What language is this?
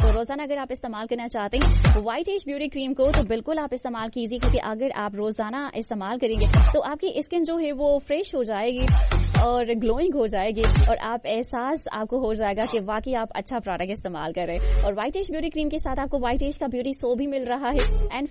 Hindi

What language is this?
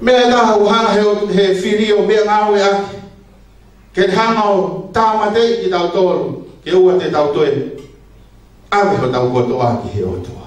Tongan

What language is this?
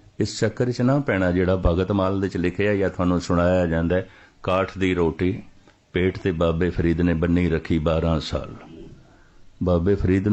Punjabi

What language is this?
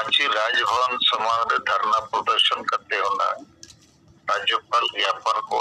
Santali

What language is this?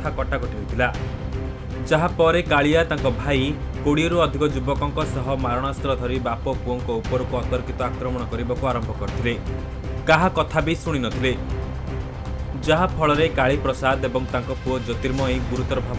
Odia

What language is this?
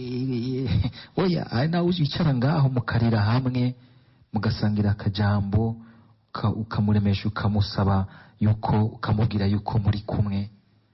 Rundi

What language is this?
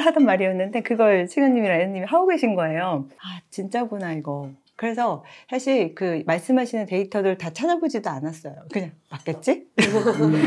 Korean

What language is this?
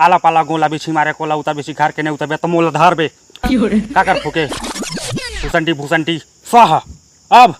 Chhattisgarhi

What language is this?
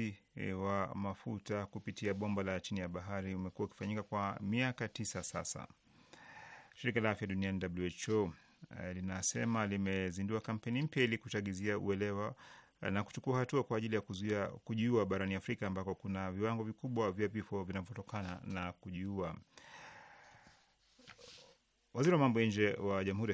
Swahili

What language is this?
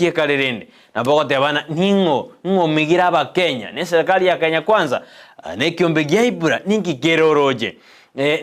Gusii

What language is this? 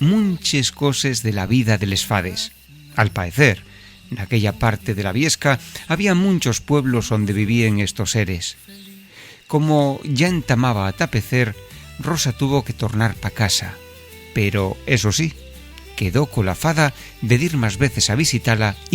Asturian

